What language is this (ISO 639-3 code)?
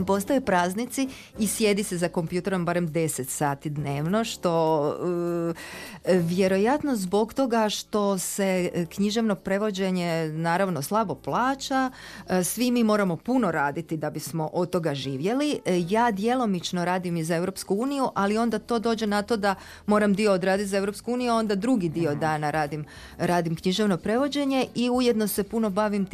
hrv